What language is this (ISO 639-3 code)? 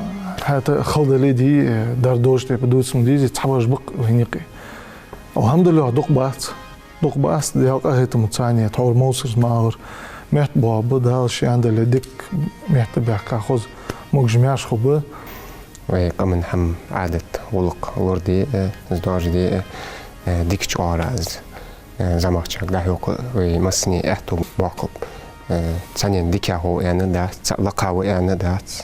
inh